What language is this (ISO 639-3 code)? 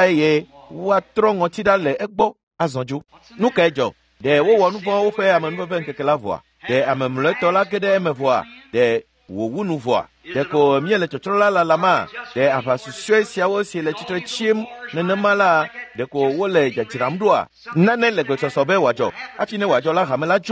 ewe